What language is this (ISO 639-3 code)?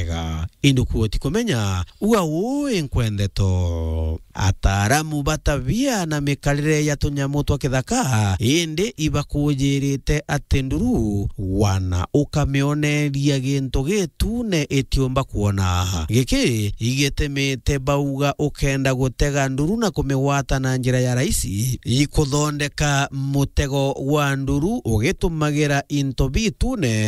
mer